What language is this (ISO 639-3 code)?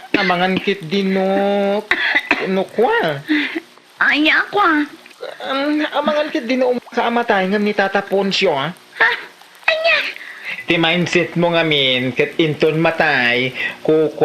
ilo